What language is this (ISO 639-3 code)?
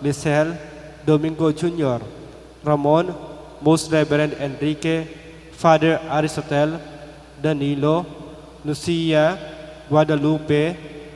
pam